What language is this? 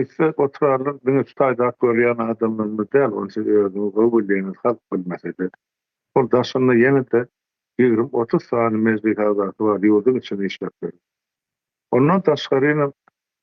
Turkmen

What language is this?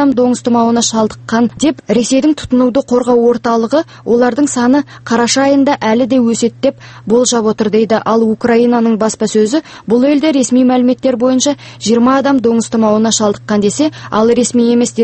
Kazakh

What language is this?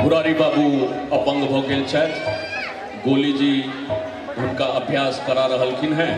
Maithili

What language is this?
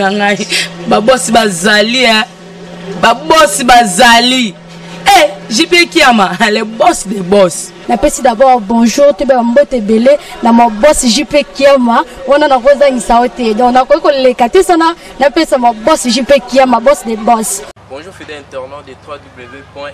Lingala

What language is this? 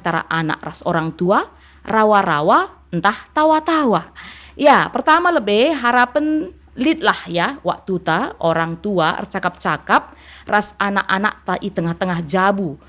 Batak Karo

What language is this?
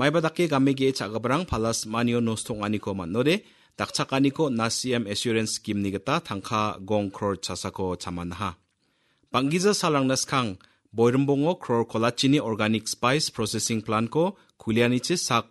Garo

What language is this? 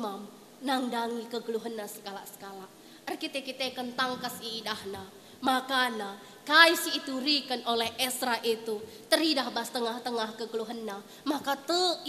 Batak Karo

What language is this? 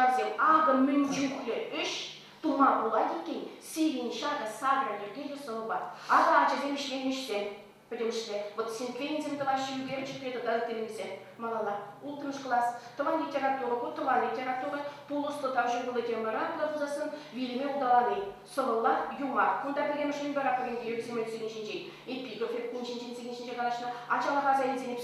Chuvash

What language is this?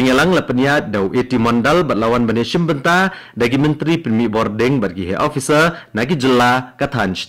Khasi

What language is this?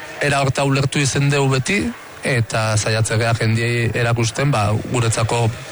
Basque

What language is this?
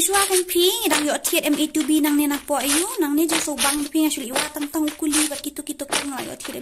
Khasi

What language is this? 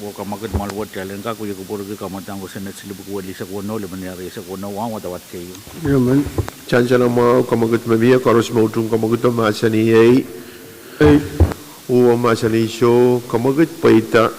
Pohnpeian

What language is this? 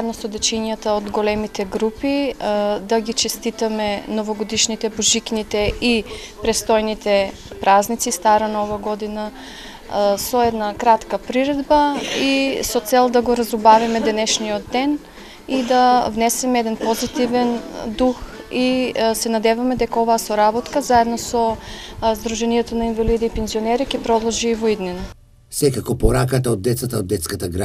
Macedonian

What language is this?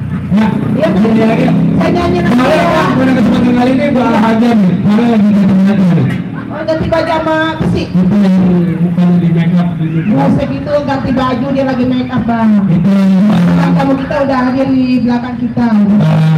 Betawi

